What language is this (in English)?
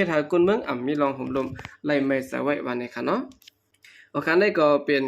Shan